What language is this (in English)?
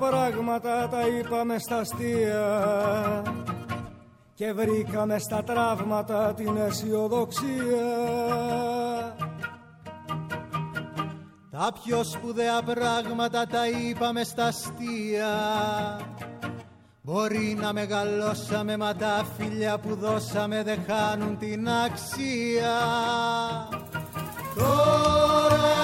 Greek